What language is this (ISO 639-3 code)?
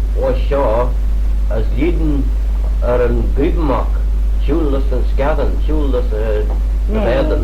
glv